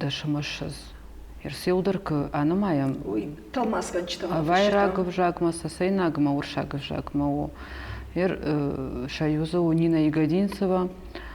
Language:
Ossetic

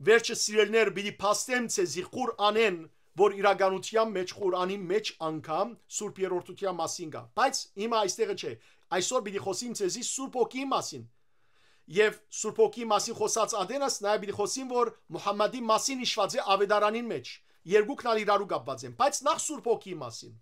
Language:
Western Armenian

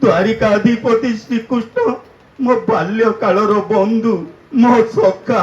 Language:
Odia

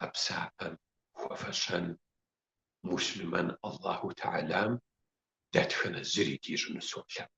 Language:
Kabardian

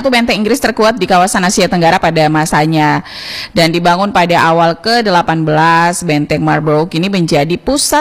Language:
Indonesian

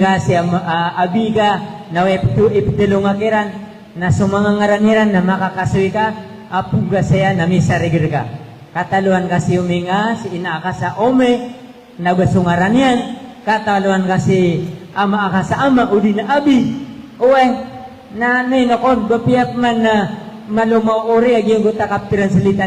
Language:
Maranao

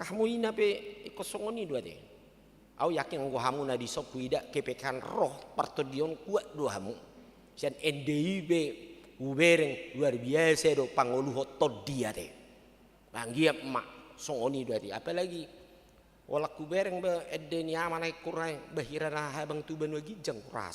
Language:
Batak Toba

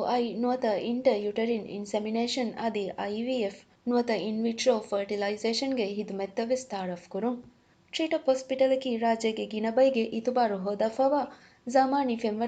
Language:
Divehi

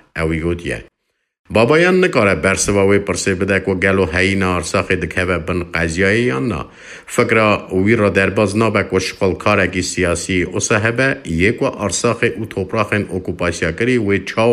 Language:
Kurdish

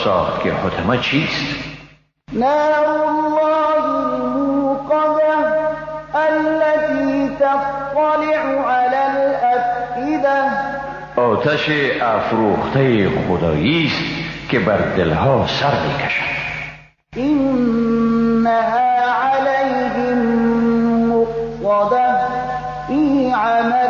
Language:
Persian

